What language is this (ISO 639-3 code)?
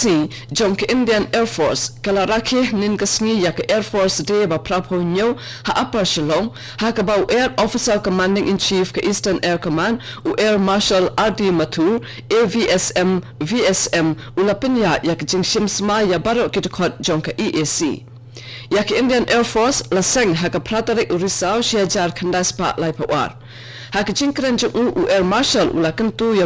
kha